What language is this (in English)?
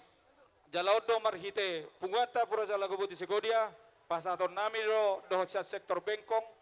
Batak Toba